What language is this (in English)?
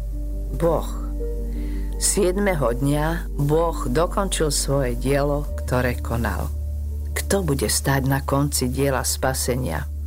Slovak